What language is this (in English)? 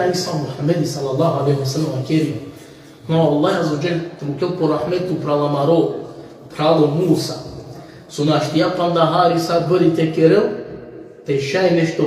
Balkan Romani